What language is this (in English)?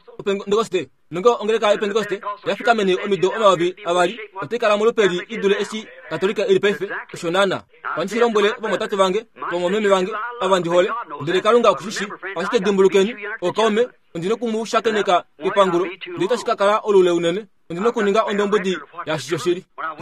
Kuanyama